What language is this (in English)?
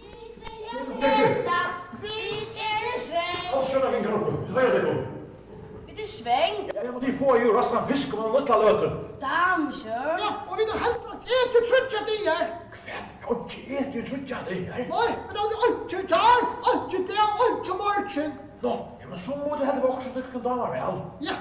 Faroese